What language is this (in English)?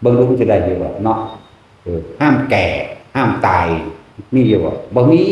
Northeastern Thai